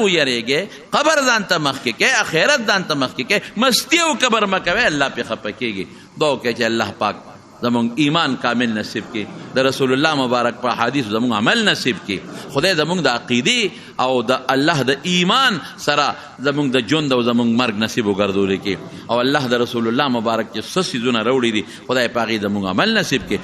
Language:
Pashto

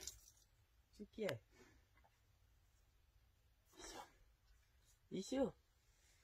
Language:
Afrikaans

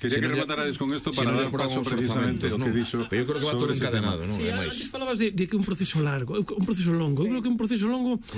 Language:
Galician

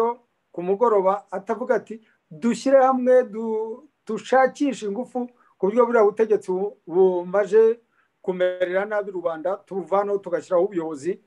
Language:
Kinyarwanda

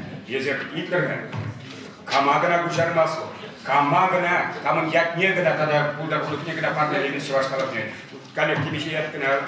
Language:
Chuvash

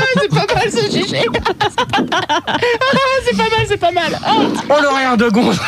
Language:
French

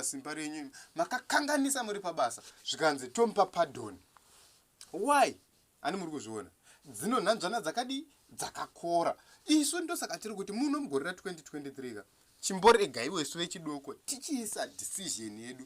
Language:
Shona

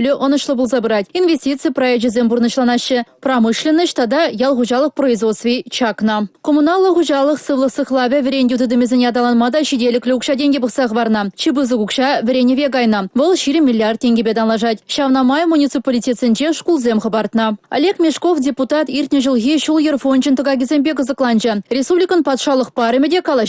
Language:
Chuvash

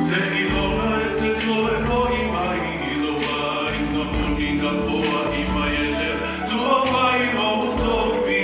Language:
Samoan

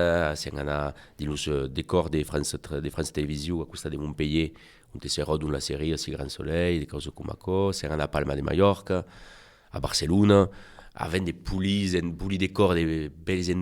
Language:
Occitan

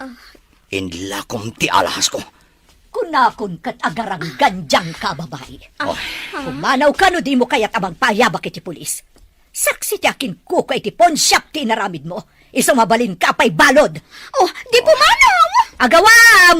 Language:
Iloko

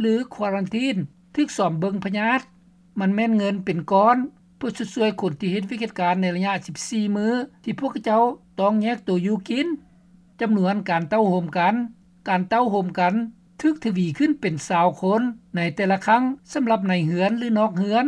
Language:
Lao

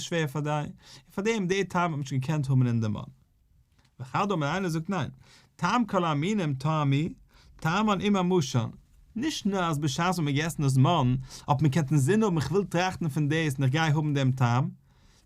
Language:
Yiddish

